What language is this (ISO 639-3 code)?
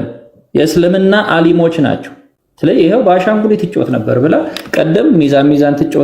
amh